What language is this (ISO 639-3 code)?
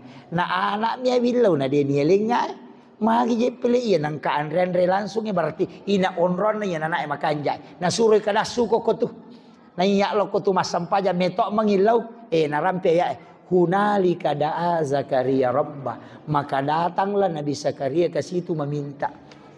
bug